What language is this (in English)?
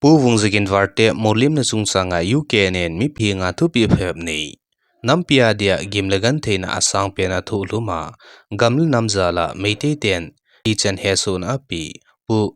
Thado Chin